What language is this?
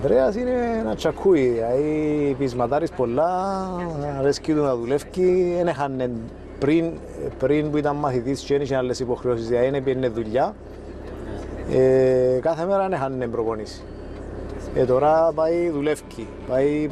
Greek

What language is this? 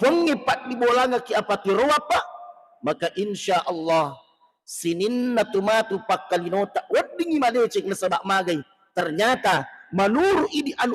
Buginese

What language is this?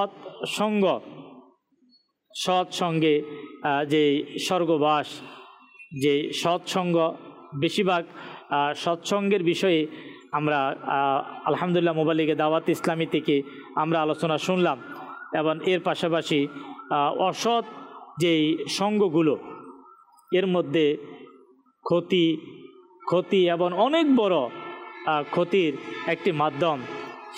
Bangla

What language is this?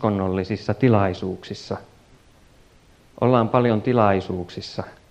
Finnish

